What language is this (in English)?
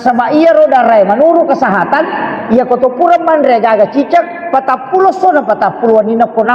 Buginese